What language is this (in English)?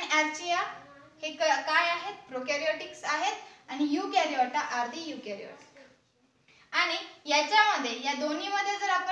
Marathi